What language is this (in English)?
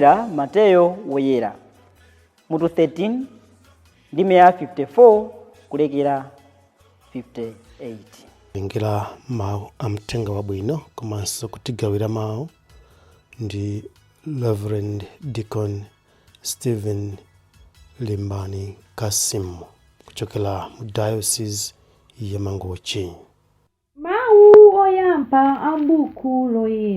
Nyanja